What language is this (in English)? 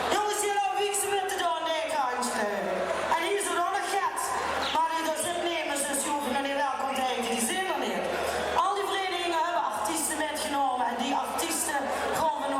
Limburgish